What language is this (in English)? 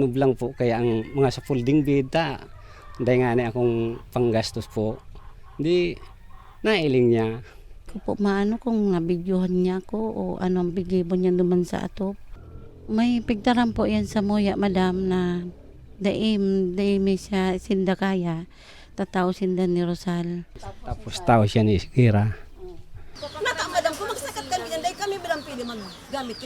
Bikol